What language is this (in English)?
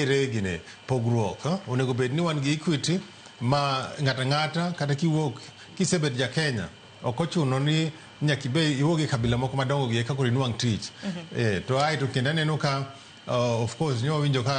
Luo (Kenya and Tanzania)